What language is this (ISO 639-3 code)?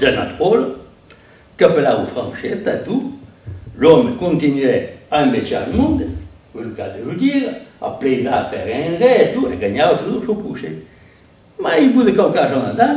oci